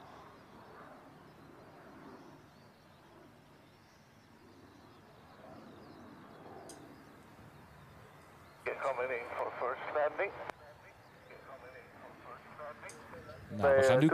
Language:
Dutch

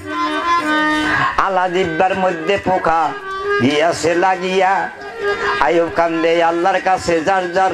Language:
Bangla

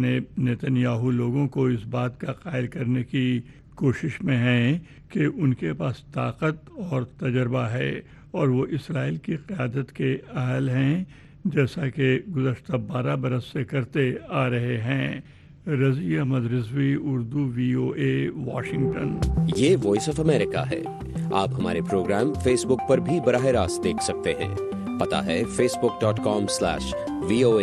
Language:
Urdu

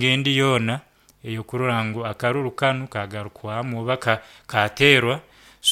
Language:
Nyankole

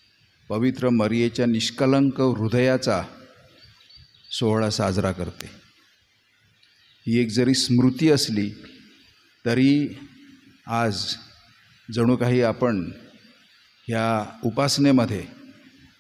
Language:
Marathi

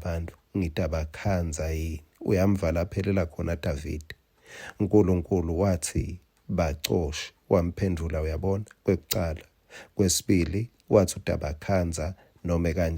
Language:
Swati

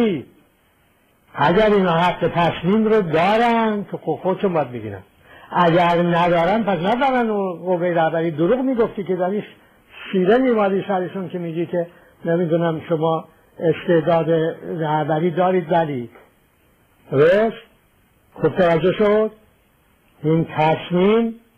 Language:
Persian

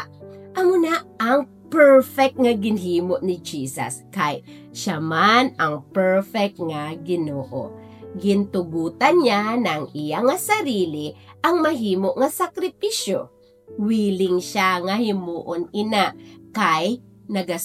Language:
Hiligaynon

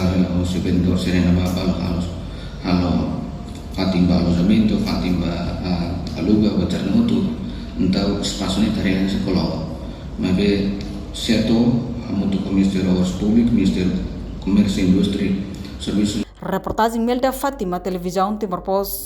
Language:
Tetum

